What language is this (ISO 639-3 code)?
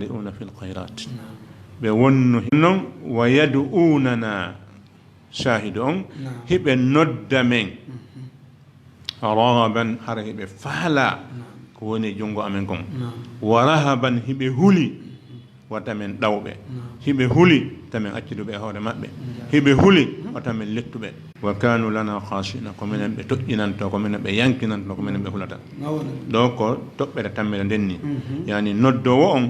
ful